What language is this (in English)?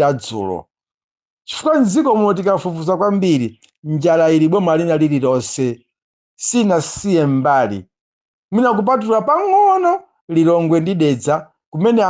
Nyanja